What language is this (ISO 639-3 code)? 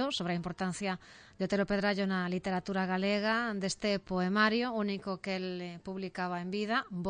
glg